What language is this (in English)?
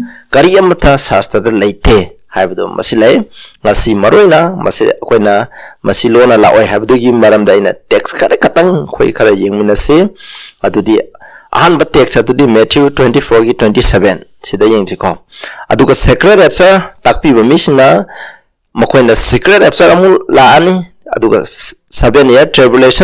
Manipuri